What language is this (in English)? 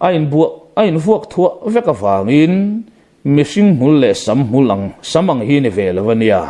Mizo